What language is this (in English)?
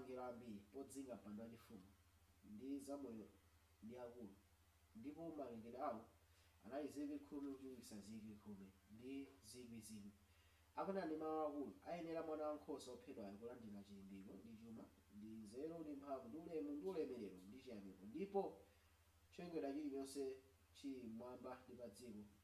Nyanja